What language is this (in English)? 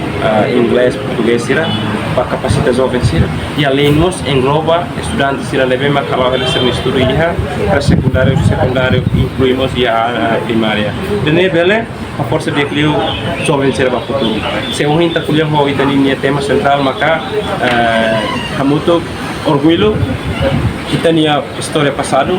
Tetum